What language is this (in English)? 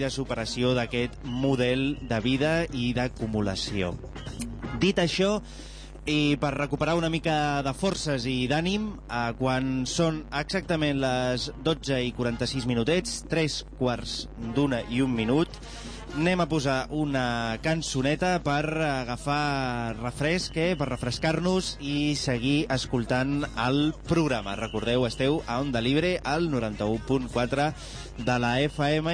Catalan